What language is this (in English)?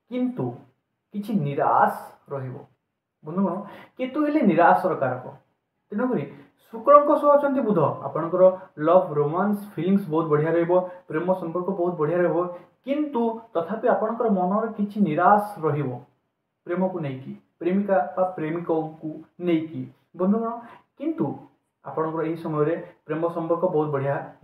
Odia